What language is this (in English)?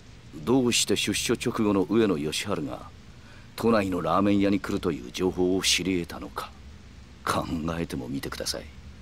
Japanese